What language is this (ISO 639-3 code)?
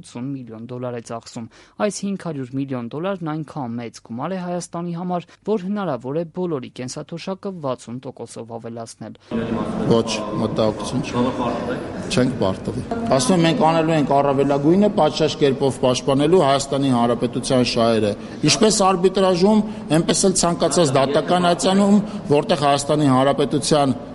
hye